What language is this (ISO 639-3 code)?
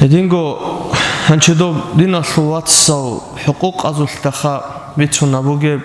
ava